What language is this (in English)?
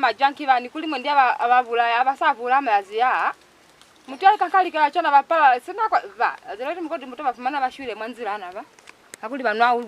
Lozi